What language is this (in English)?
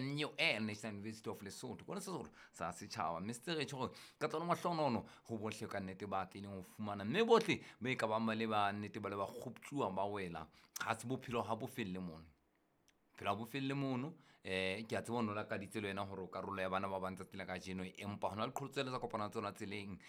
Southern Sotho